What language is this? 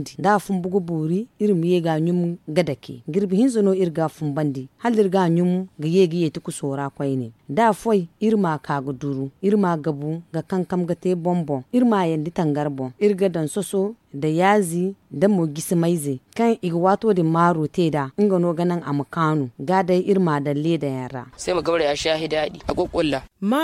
Zarma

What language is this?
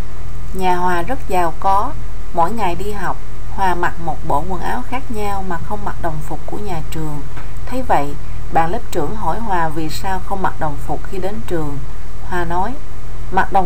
Vietnamese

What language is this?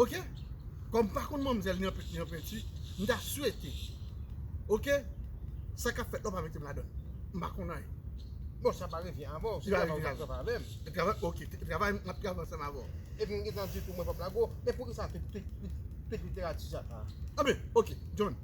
Haitian Creole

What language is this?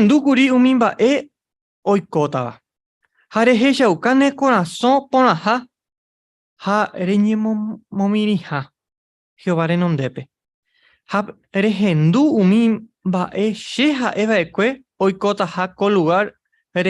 Guarani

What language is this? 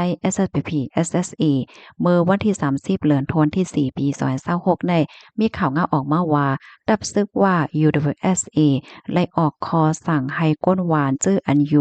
Shan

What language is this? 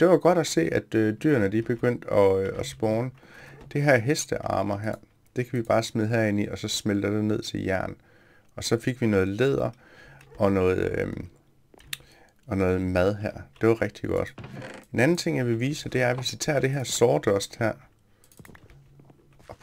Danish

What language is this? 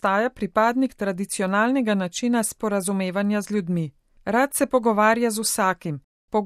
Slovenian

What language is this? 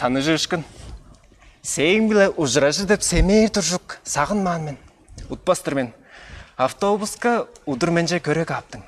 Tuvinian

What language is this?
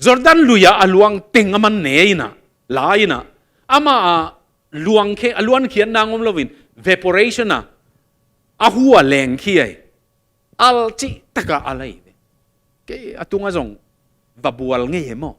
Tedim Chin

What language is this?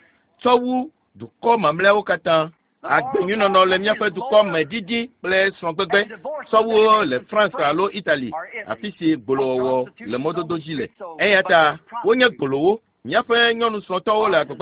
Ewe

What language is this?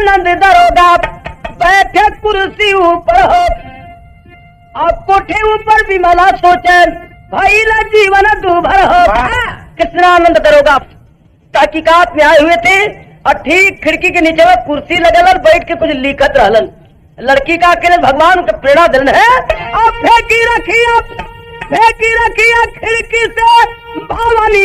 Bhojpuri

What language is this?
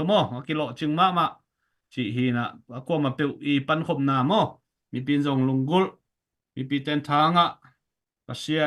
Tedim Chin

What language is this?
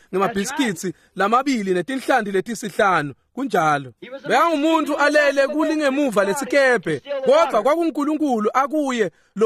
Swati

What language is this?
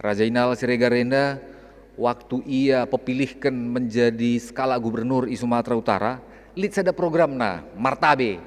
Batak Karo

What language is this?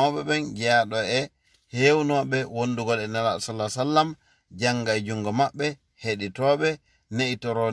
Fula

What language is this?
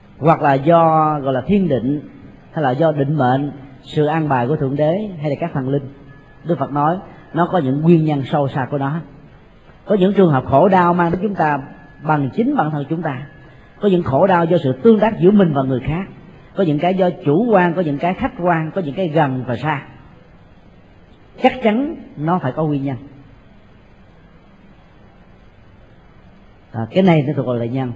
Vietnamese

